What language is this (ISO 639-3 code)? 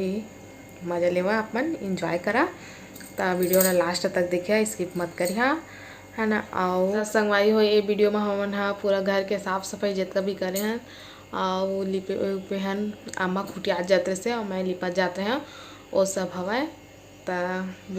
hne